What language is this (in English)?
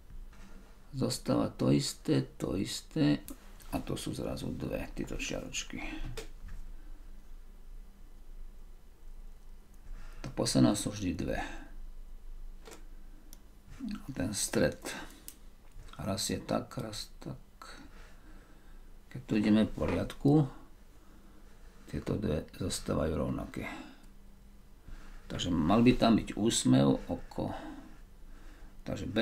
Slovak